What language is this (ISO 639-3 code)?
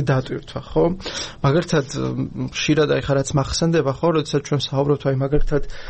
kat